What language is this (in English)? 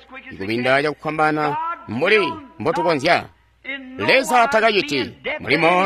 Tonga (Zambia)